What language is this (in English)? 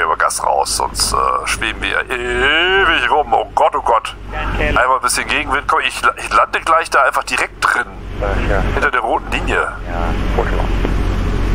German